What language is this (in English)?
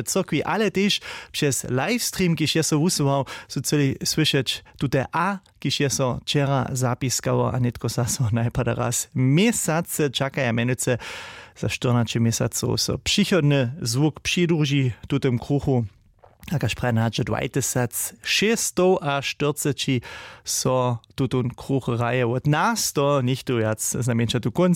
Upper Sorbian